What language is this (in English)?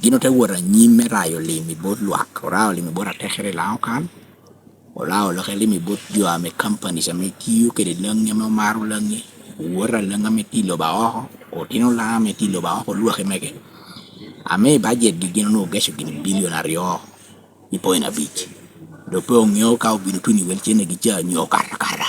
Lango (Uganda)